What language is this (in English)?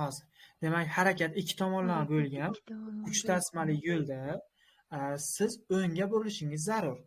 Uzbek